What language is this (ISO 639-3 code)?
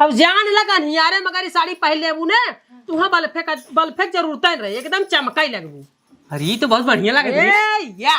awa